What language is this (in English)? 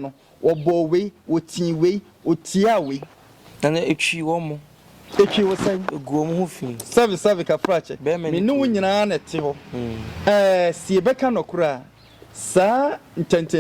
Akan